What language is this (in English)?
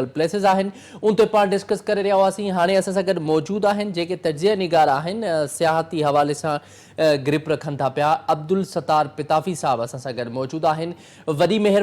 Sindhi